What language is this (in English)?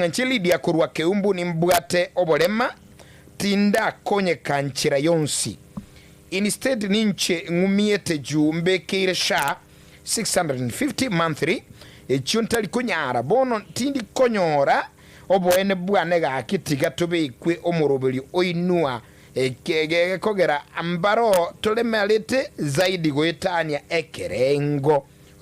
Gusii